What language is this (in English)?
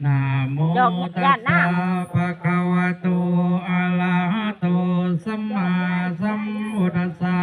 Pali